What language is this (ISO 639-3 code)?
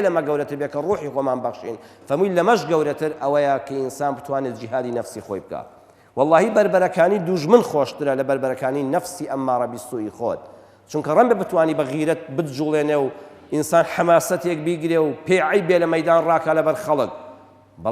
ckb